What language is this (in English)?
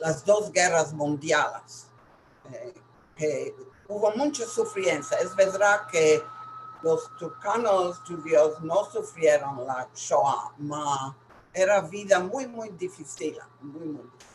Ladino